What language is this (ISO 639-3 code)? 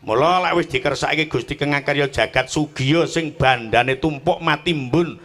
jav